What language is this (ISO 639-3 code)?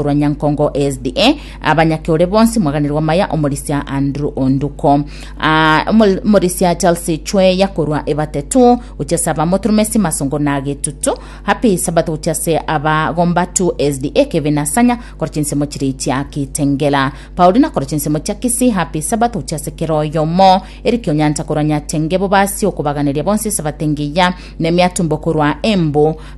guz